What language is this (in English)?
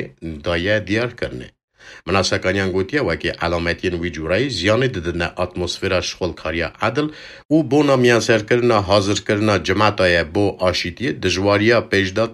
Kurdish